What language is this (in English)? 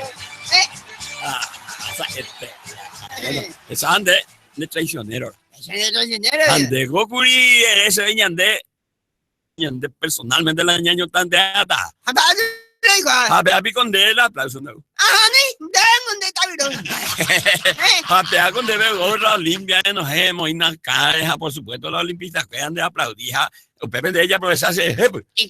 Guarani